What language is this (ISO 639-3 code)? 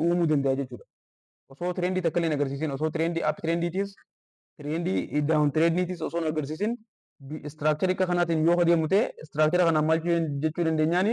orm